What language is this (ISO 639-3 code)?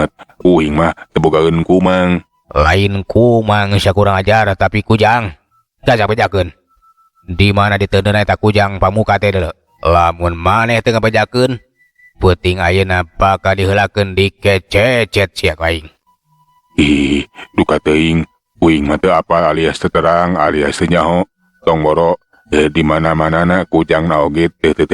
sun